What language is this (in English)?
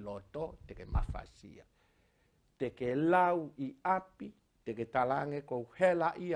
Tongan